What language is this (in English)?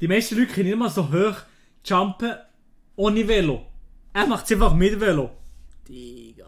Swiss German